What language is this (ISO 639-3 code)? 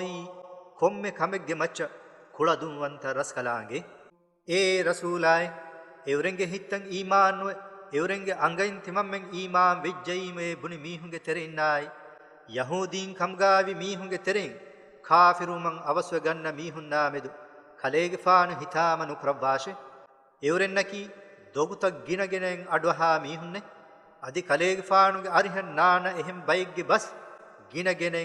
div